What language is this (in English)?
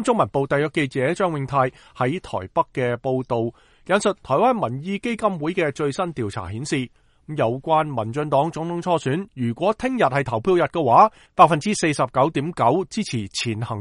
Cantonese